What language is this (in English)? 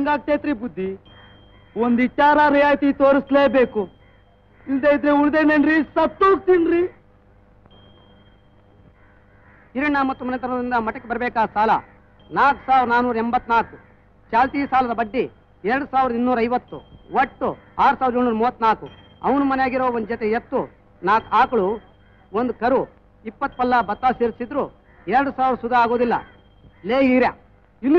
Kannada